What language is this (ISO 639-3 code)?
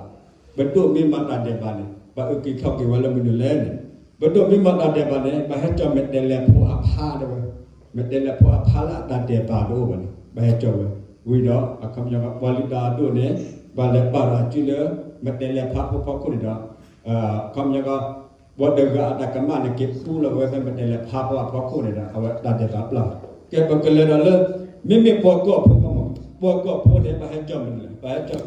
ksw